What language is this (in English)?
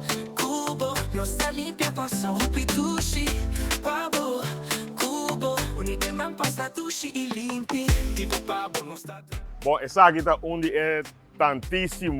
Papiamento